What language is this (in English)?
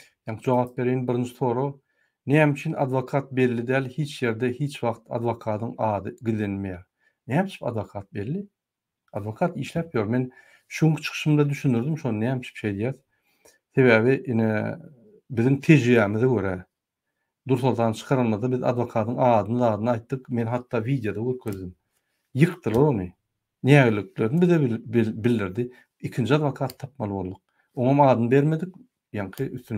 Turkmen